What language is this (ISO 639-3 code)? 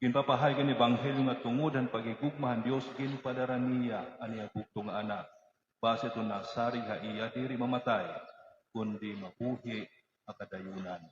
war